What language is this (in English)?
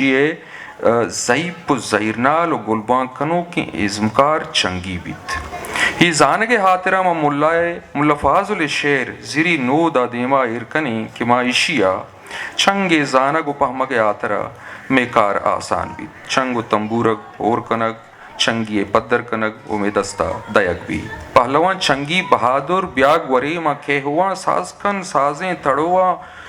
Eastern Balochi